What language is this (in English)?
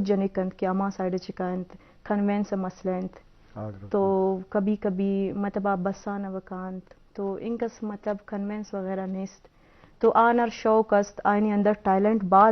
Eastern Balochi